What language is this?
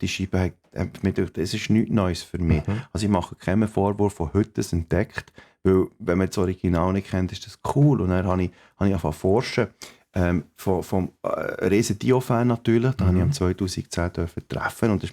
Swiss German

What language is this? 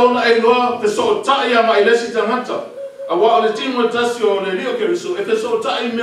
Samoan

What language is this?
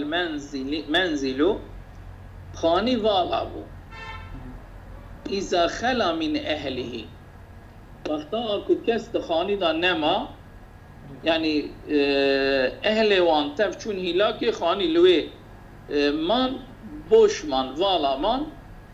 Kurdish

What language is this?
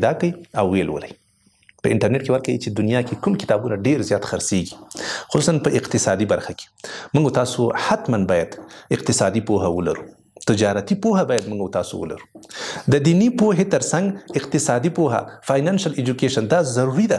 Pashto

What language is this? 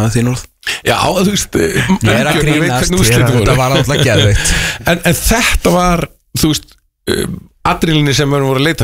Icelandic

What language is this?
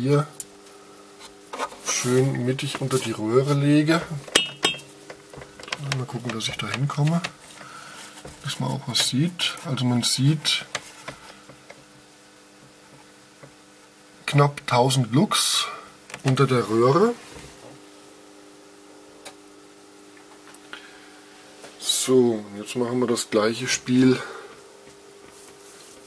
German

